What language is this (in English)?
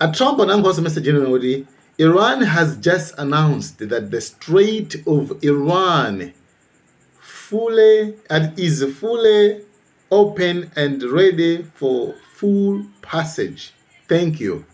Nyanja